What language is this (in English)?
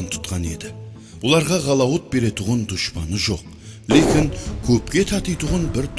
Kara-Kalpak